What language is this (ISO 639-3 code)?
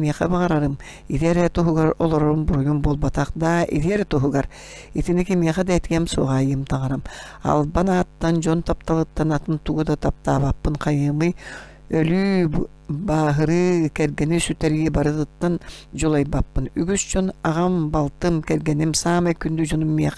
sah